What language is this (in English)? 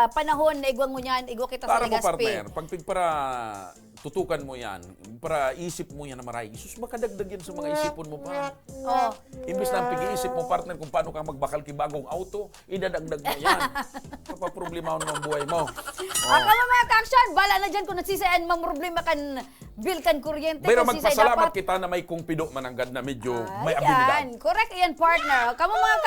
Bikol